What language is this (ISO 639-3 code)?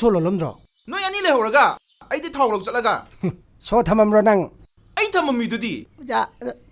mni